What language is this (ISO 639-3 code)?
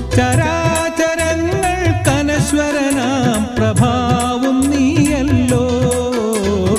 mal